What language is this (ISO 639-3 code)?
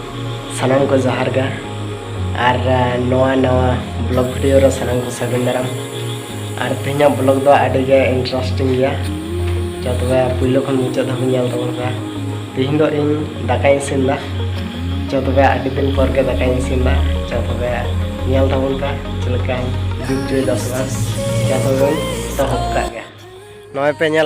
sat